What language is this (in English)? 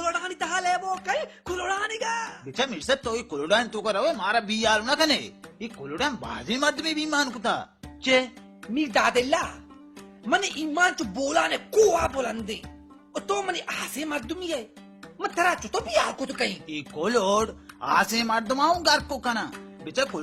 Baluchi